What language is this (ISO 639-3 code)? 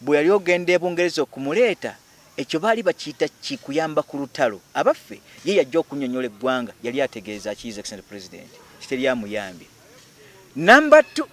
lug